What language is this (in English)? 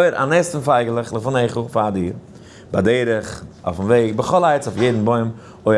Yiddish